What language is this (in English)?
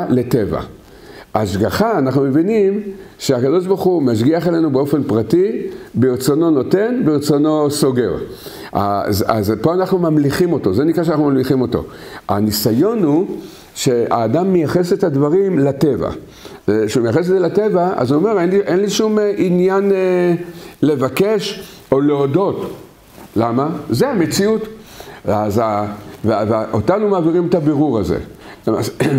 Hebrew